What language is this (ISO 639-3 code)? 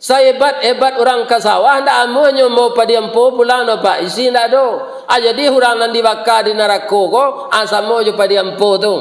min